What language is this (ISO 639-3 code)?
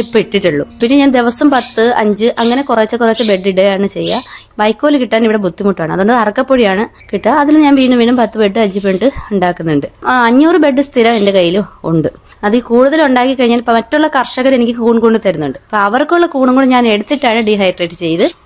mal